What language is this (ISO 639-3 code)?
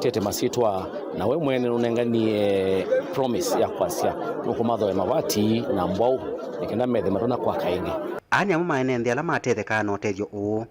kam